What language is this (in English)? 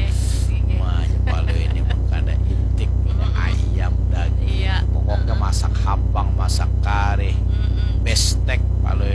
Banjar